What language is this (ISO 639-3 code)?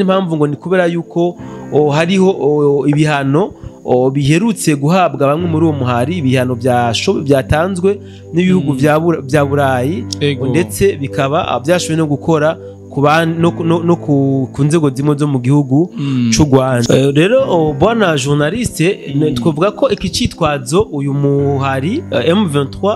run